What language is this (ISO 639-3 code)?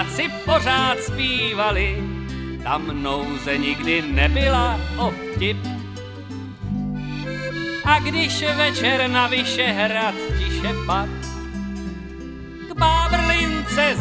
ces